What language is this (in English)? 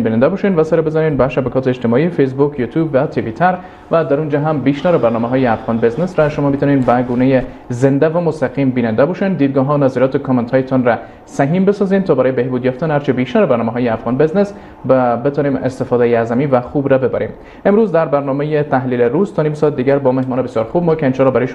Persian